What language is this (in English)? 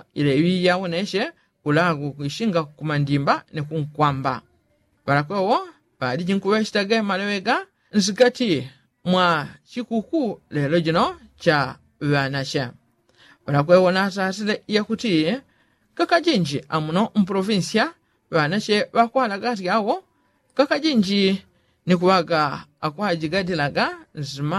Yao